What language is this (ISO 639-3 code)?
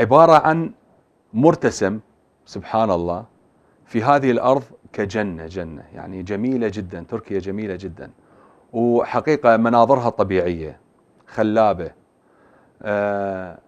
acm